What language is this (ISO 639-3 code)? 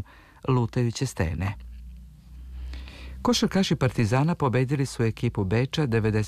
srp